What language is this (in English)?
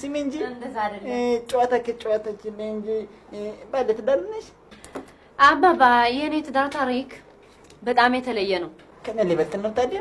Amharic